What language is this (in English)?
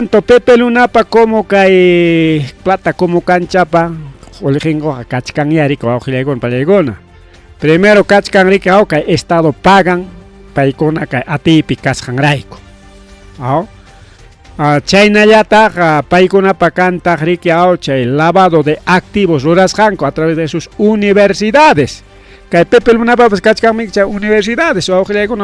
Ayacucho Quechua